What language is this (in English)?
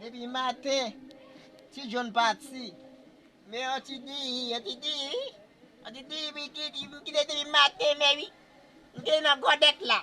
Haitian Creole